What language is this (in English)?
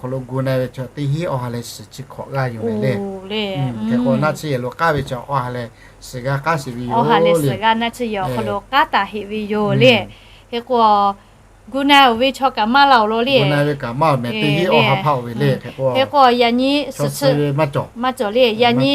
Lahu